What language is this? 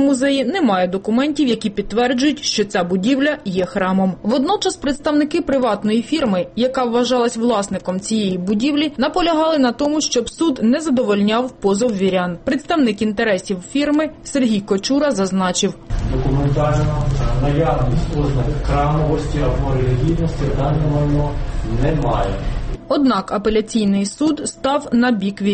Ukrainian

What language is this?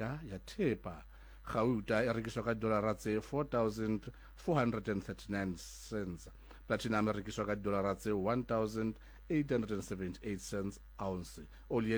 Southern Sotho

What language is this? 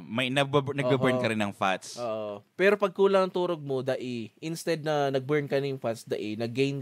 Bikol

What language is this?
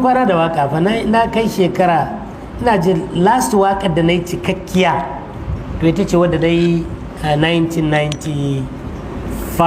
Hausa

